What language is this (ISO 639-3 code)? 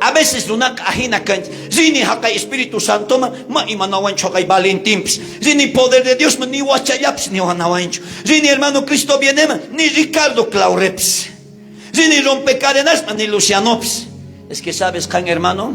quh